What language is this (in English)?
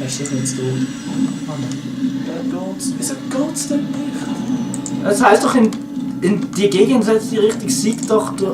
Swiss German